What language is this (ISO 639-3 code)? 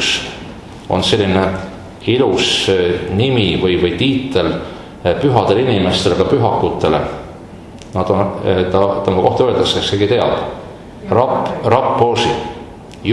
est